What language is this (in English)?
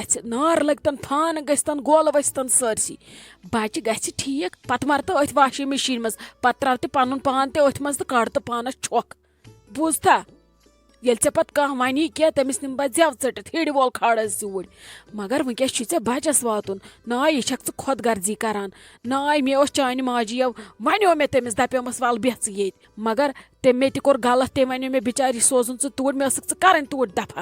Kashmiri